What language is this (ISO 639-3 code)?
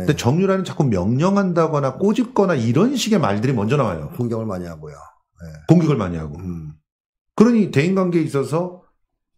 kor